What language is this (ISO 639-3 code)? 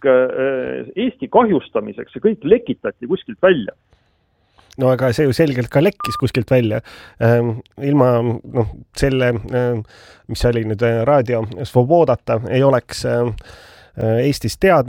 est